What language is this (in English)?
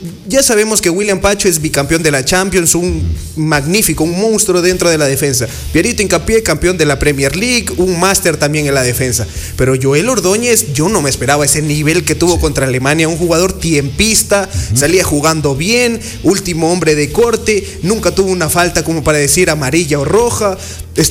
Spanish